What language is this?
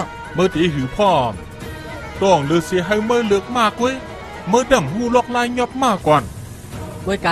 Shan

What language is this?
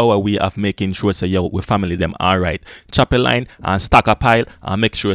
Jamaican Creole English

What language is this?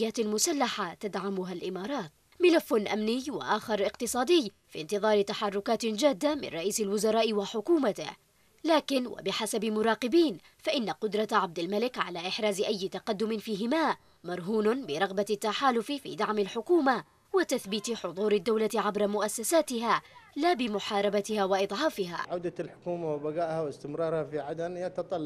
Arabic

